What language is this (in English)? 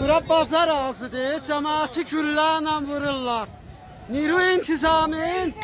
South Azerbaijani